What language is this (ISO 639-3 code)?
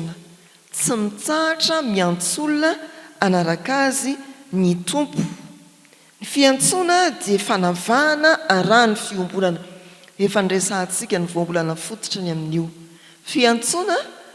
mlg